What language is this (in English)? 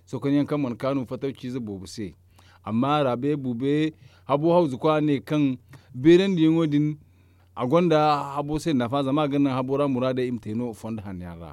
Zarma